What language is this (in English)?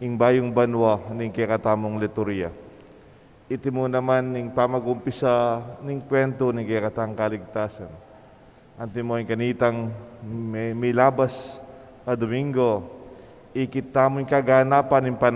Pampanga